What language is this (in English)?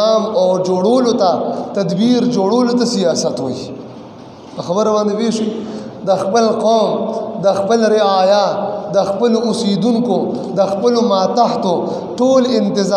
Pashto